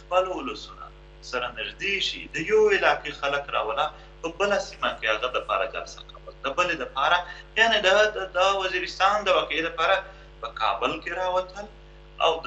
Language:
Pashto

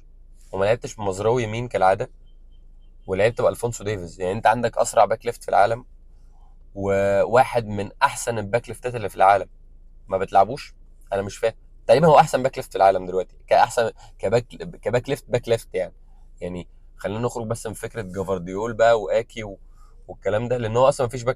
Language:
Egyptian Arabic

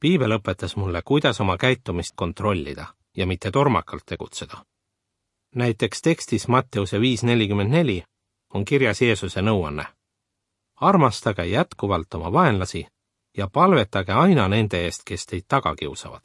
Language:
Estonian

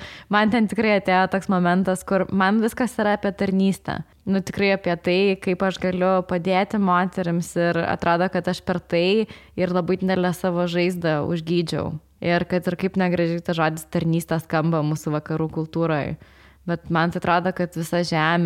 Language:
Lithuanian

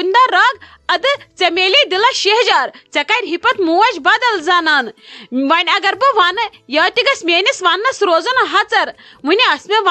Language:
Kashmiri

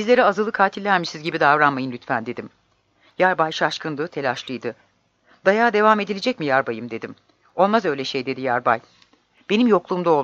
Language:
Turkish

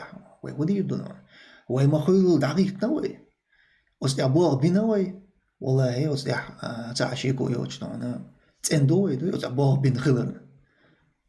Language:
Chechen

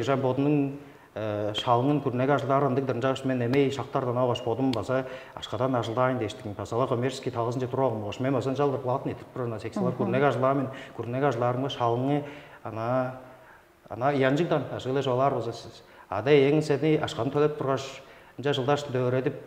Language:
Tuvinian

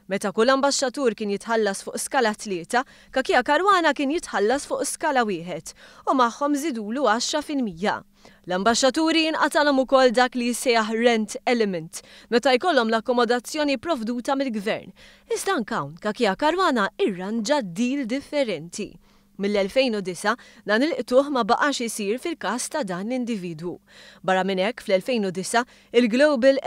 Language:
Maltese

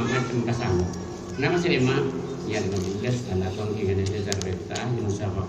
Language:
Madurese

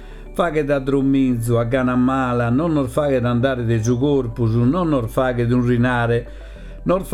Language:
Sardinian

